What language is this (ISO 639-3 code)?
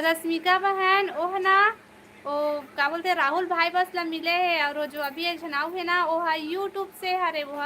hne